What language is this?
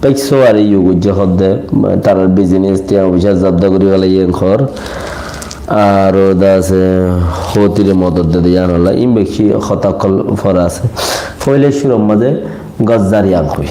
Rohingya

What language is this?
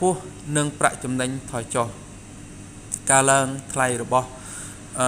Khmer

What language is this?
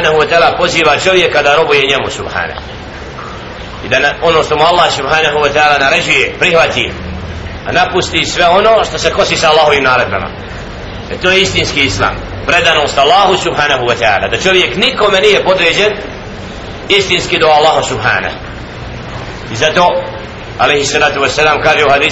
Bosnian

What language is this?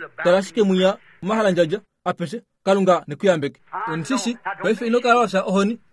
Kuanyama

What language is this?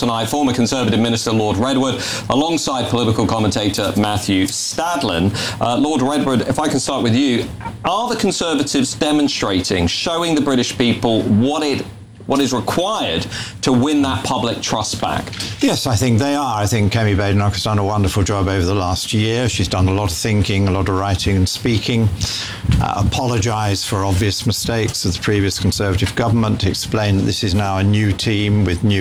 English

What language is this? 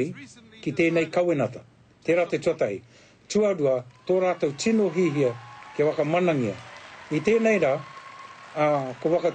Māori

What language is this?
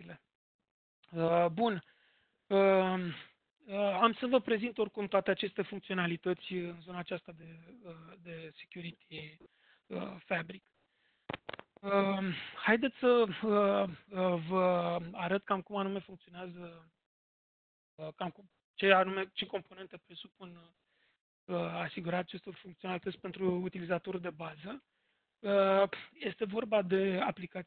Romanian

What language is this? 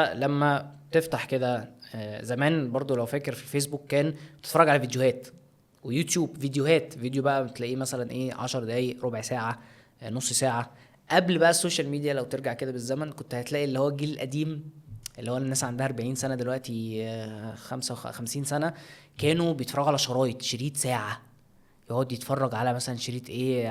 Egyptian Arabic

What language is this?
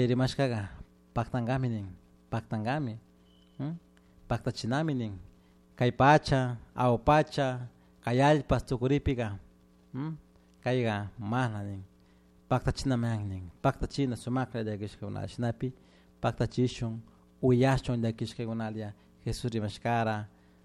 Chimborazo Highland Quichua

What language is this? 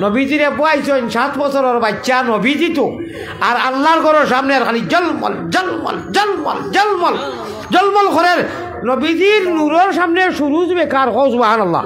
Sylheti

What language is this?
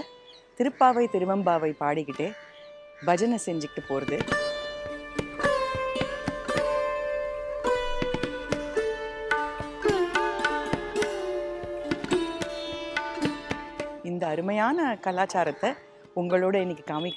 Tamil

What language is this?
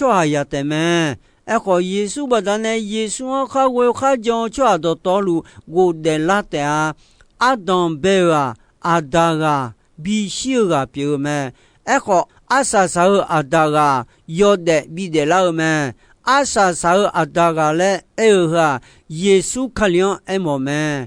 Akha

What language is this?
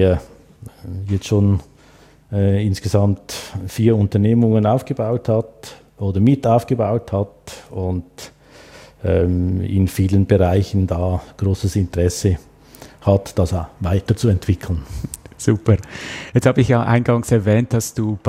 German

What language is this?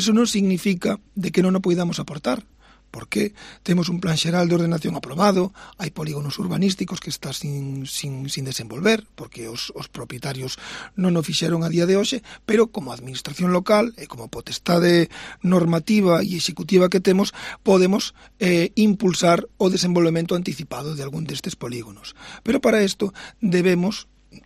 Galician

